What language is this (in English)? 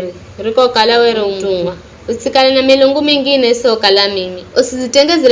Giryama